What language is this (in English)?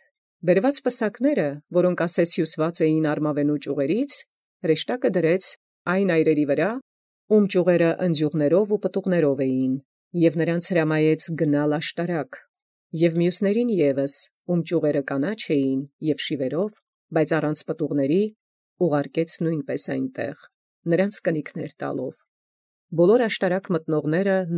Armenian